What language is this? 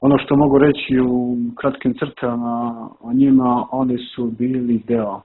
Serbian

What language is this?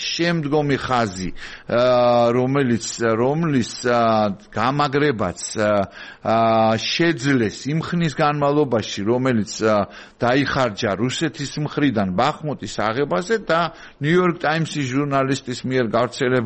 Georgian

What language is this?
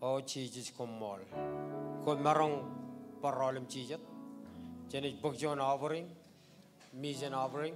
Marshallese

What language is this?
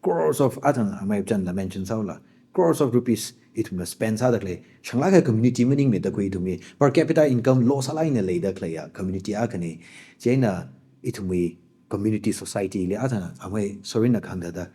Tangkhul Naga (India)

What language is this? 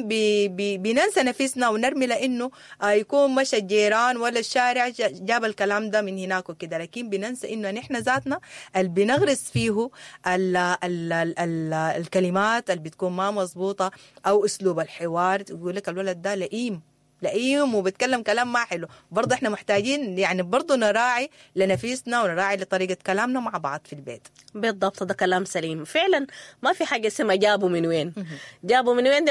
Sudanese Arabic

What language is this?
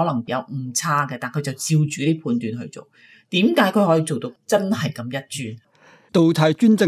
Cantonese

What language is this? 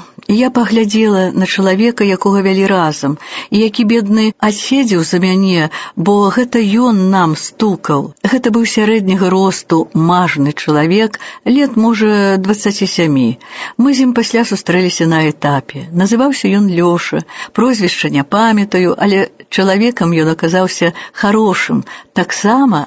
Belarusian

